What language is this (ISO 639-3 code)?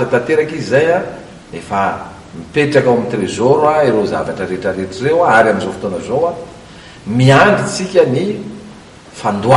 mlg